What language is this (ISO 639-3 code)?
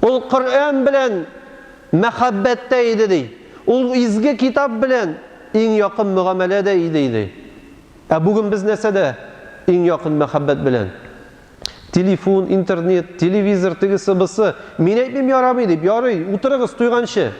tat